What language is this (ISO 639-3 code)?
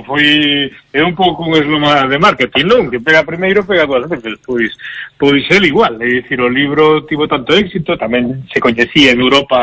glg